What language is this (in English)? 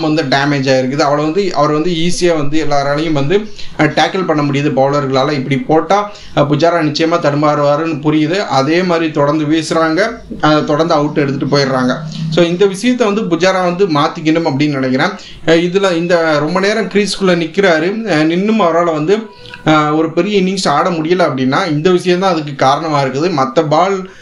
Tamil